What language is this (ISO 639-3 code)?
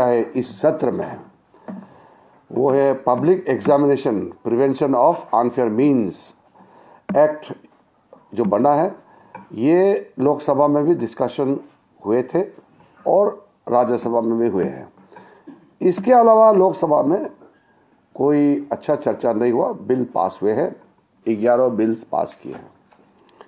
hin